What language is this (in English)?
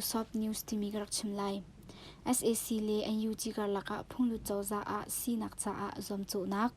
Hakha Chin